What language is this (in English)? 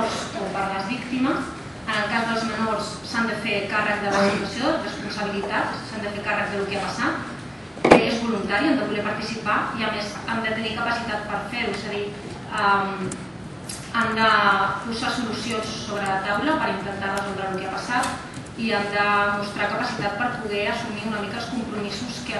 Catalan